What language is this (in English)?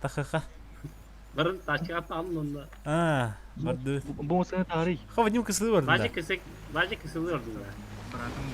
Yakut